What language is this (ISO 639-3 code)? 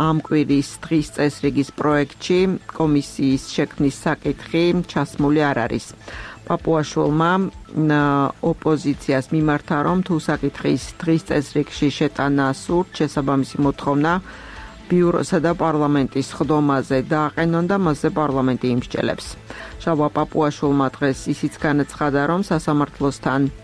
kat